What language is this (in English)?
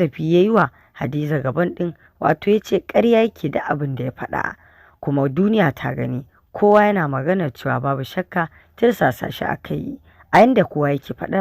Hausa